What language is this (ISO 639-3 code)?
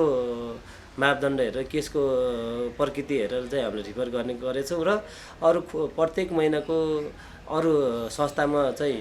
nep